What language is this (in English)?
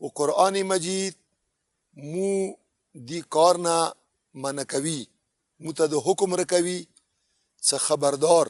Pashto